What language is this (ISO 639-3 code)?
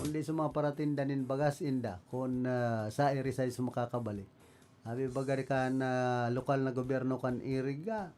bik